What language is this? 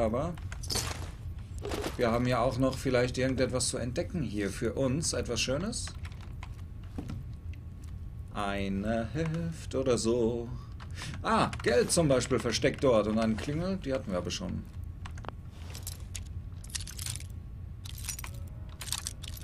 German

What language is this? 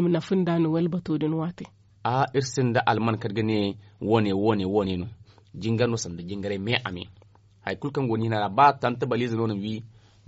Zarma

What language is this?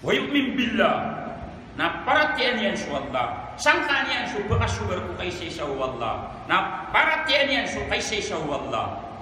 Maranao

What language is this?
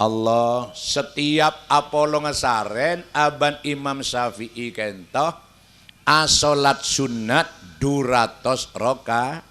Madurese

